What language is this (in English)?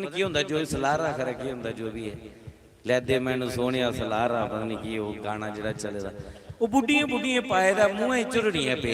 Dogri